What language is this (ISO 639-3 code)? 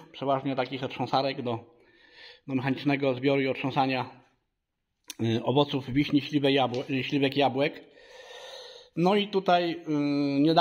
pol